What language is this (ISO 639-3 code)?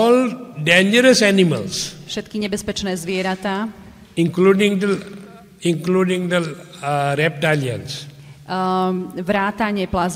slk